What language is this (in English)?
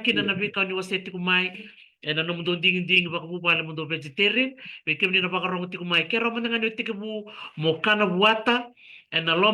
Fijian